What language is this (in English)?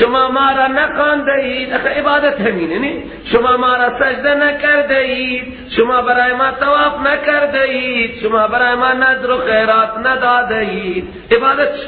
Persian